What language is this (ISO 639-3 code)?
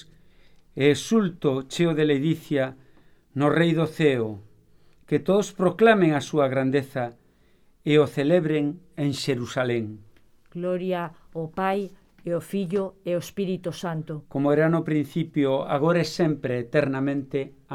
glg